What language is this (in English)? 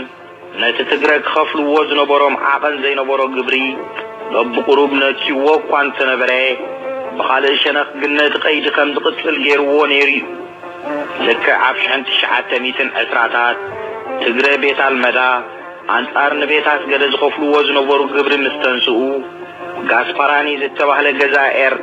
Tigrinya